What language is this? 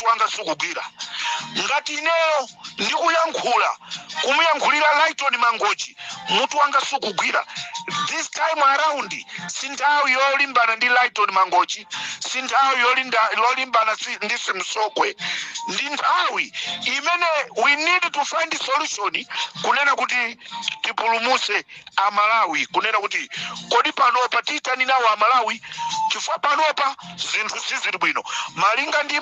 Nyanja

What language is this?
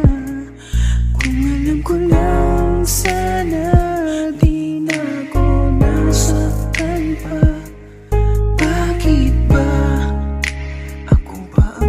Filipino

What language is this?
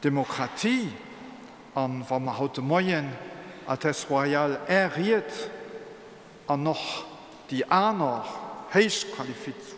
Luxembourgish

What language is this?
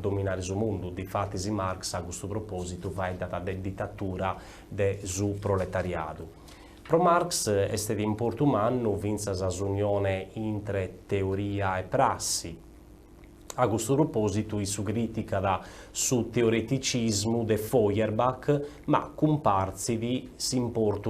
Sardinian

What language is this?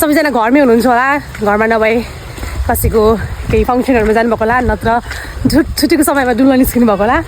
Nepali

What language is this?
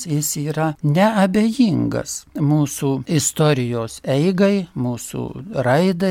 Lithuanian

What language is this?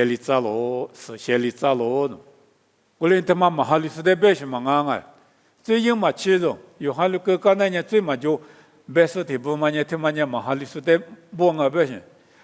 Lisu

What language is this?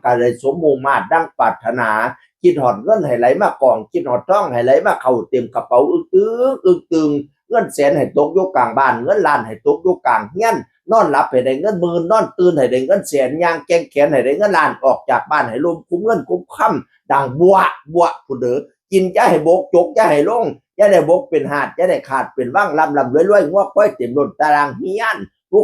Northeastern Thai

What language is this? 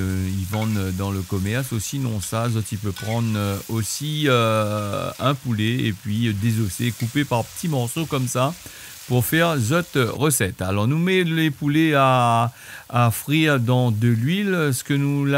Réunion Creole French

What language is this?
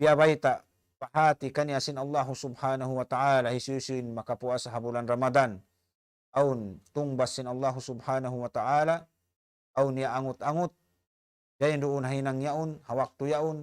Tausug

